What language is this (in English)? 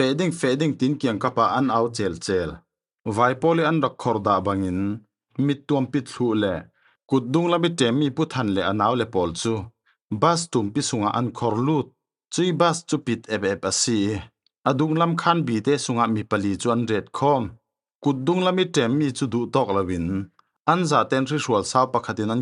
Falam Chin